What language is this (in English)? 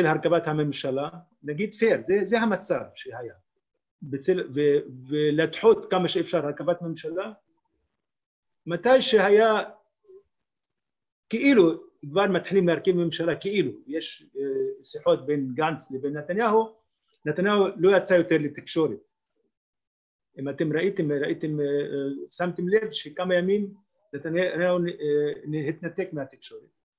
Hebrew